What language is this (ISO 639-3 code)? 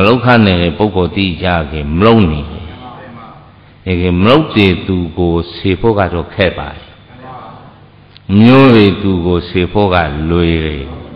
mya